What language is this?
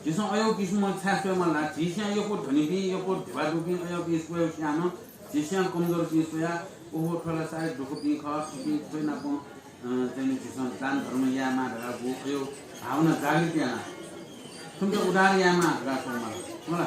Newari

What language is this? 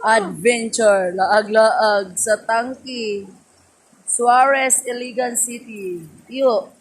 Cebuano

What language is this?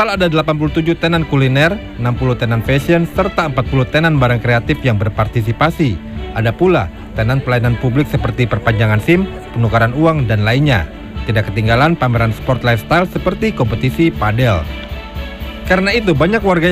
Indonesian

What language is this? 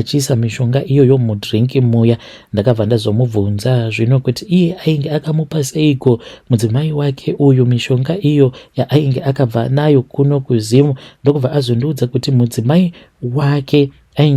Shona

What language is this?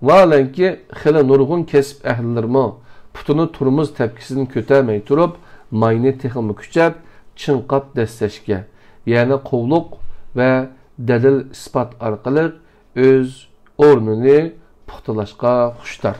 Uyghur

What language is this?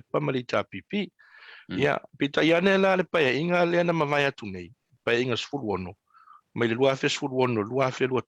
Samoan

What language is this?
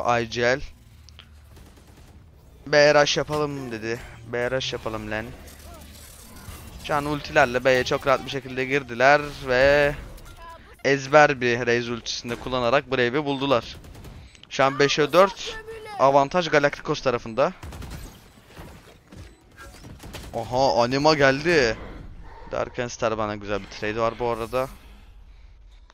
Turkish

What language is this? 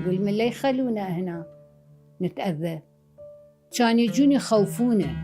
Mesopotamian Arabic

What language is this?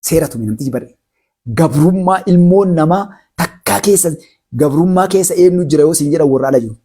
Oromo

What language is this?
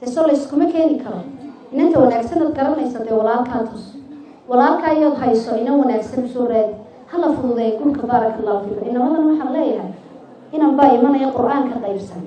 Somali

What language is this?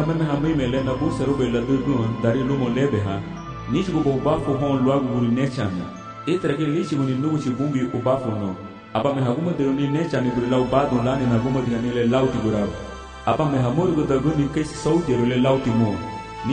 Garifuna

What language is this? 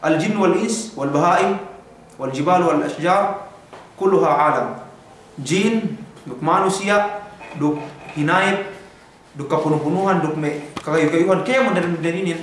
Yakan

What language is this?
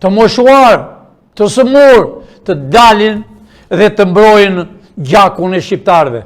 Albanian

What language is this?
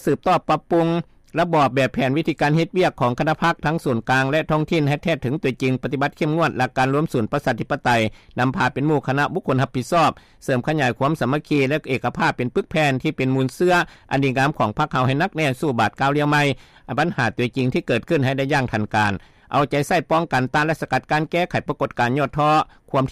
Lao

